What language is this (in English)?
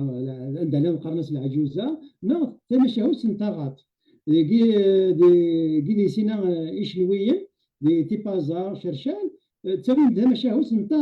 Kabyle